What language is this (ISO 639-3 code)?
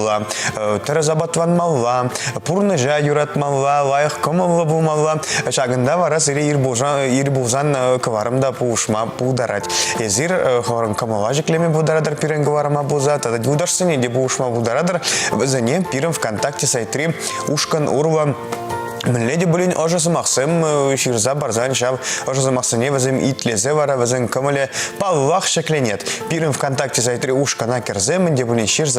chv